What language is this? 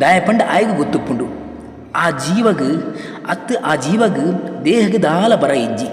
Tulu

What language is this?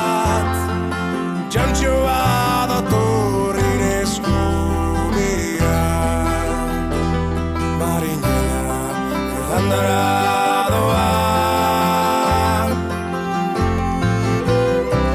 Basque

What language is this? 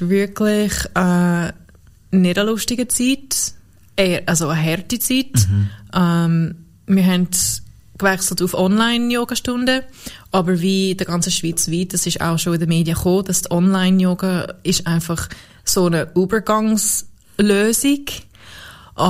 Swiss German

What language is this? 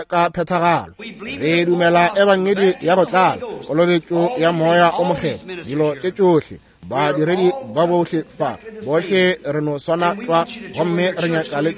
Northern Sotho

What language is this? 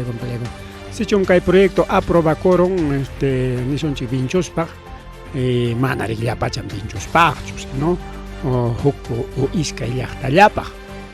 Ayacucho Quechua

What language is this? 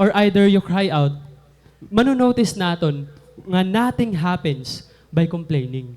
Waray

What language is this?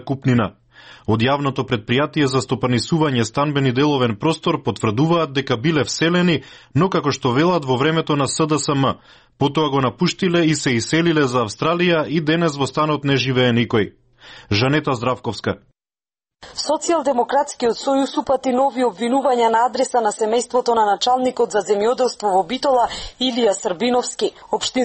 Macedonian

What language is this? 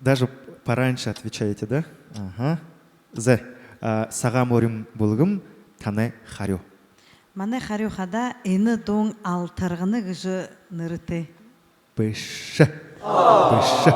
Buriat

